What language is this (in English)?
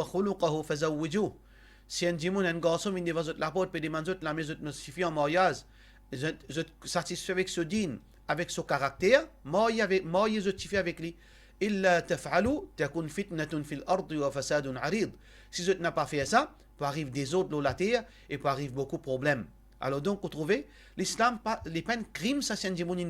Morisyen